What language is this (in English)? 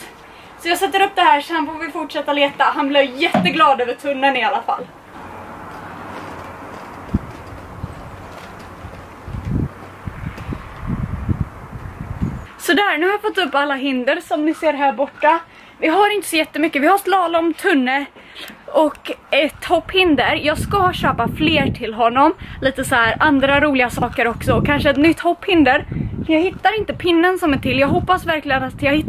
Swedish